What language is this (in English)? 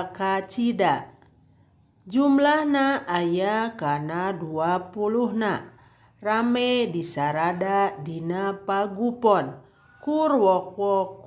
Sundanese